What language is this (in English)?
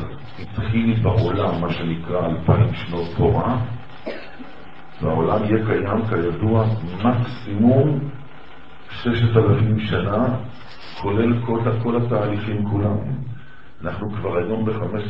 Hebrew